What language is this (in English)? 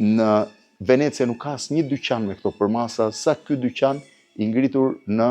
Albanian